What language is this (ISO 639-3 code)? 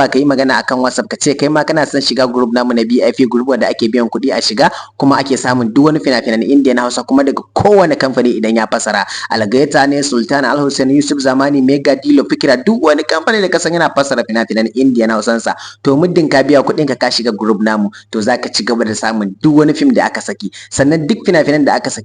hau